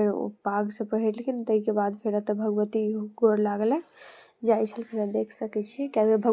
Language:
Maithili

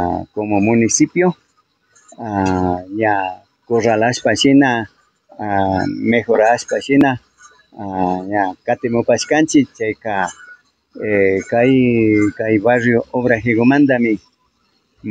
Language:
Imbabura Highland Quichua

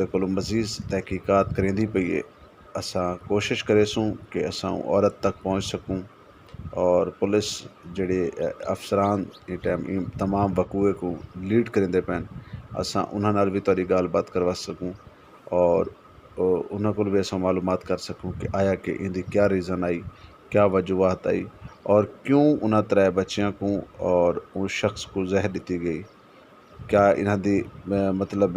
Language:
Saraiki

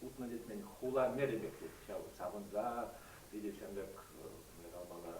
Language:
Chuvash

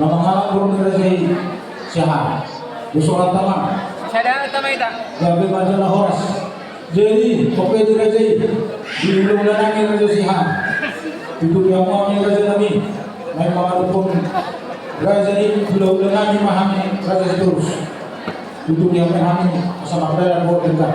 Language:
Batak Toba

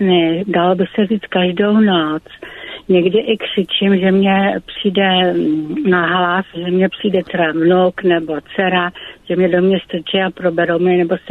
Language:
Czech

